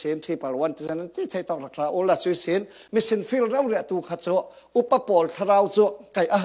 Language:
Falam Chin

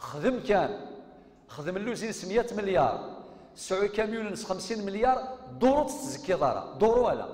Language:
Kabyle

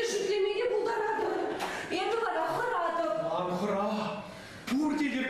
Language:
Chuvash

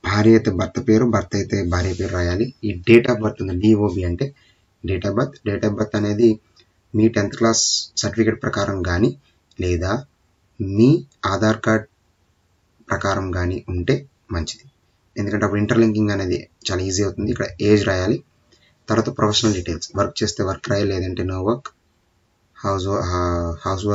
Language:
Telugu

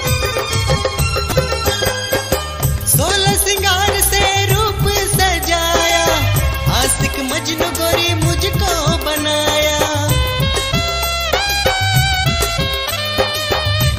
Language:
Sadri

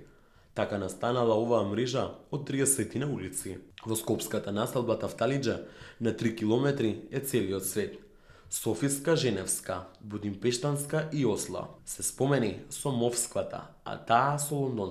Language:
Macedonian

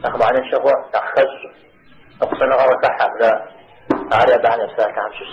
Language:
Kabardian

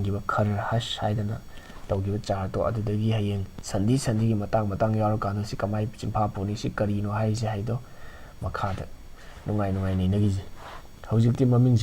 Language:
Manipuri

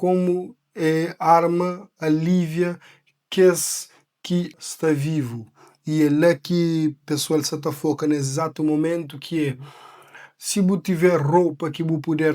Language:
Kabuverdianu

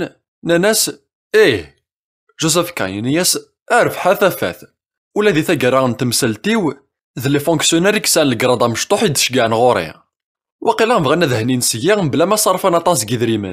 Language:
Kabyle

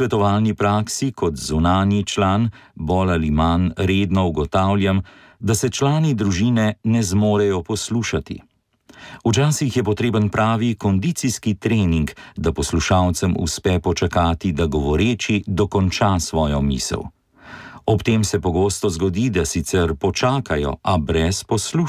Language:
Slovenian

